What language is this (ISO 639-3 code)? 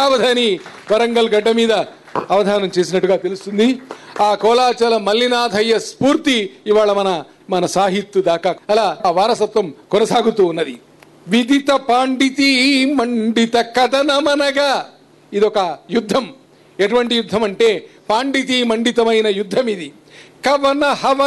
tel